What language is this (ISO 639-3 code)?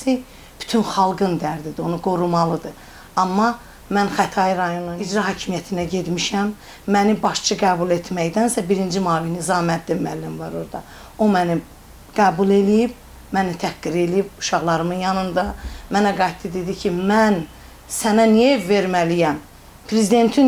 aze